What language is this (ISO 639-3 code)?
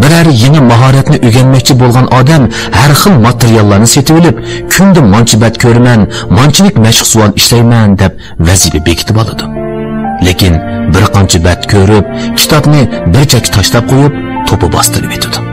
uig